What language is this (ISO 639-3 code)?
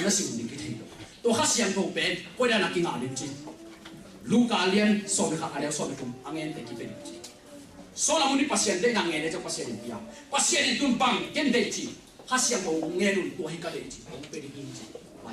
ctd